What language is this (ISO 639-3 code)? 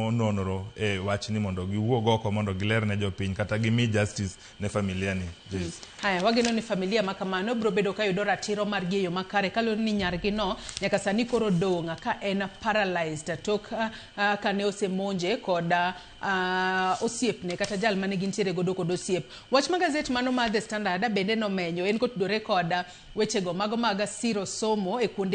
luo